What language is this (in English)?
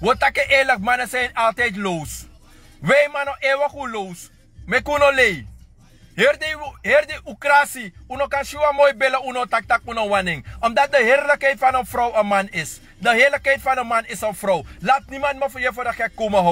Sranan Tongo